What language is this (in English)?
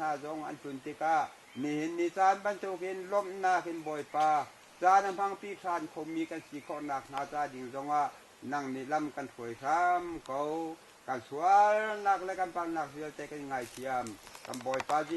Hakha Chin